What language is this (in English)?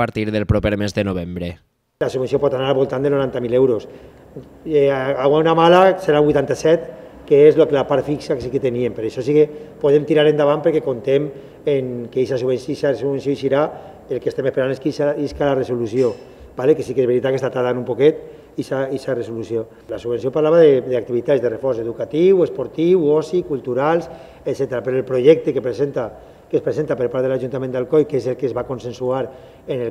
Catalan